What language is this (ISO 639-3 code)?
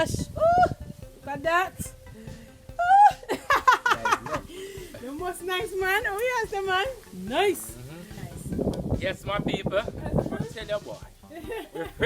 jam